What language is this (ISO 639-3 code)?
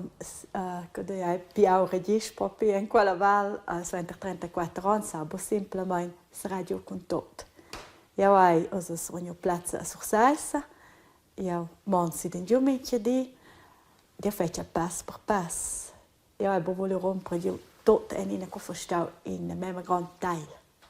roh